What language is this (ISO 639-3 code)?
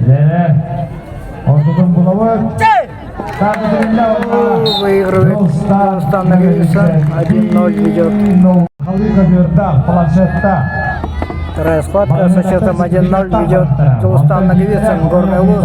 sah